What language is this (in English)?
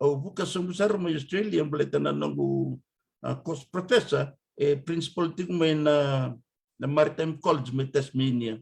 Fijian